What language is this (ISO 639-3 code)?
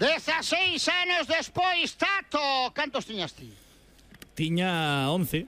glg